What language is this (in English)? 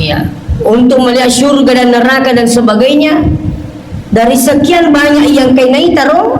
Buginese